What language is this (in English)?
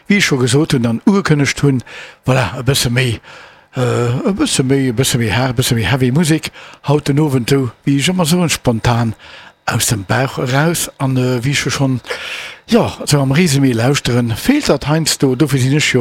Luxembourgish